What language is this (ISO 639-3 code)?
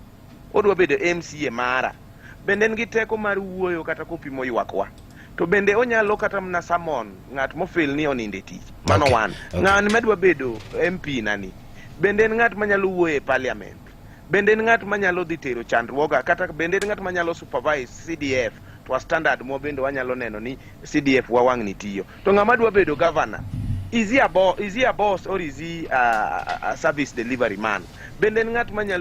luo